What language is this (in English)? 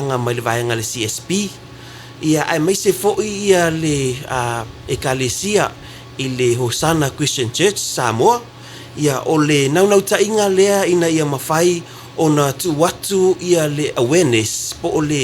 Samoan